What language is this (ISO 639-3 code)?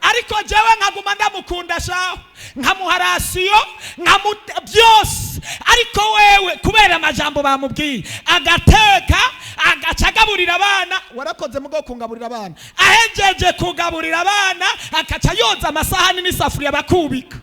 run